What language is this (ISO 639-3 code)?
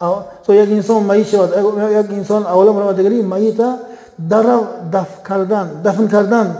tgk